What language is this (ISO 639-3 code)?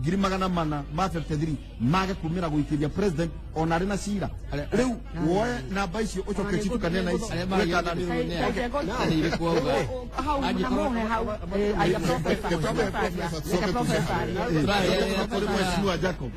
kik